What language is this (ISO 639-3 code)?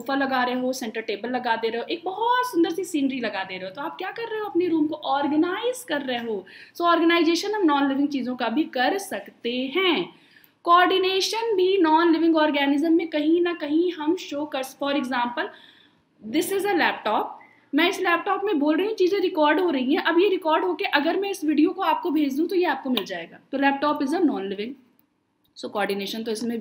hin